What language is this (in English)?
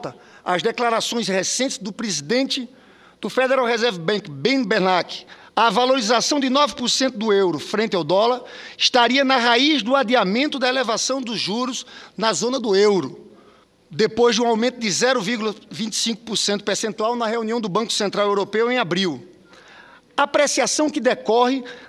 Portuguese